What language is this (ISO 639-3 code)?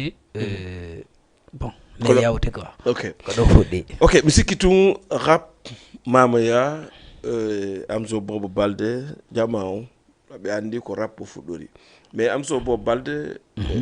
ful